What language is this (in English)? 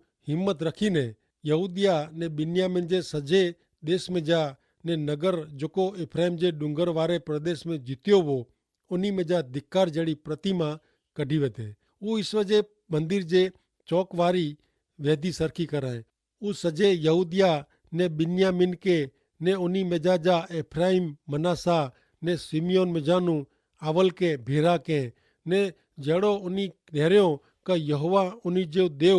Kachhi